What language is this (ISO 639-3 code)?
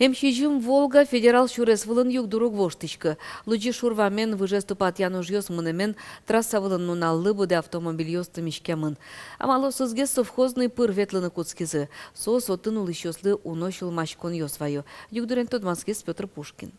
udm